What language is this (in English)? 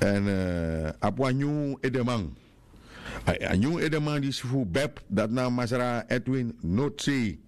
Sranan Tongo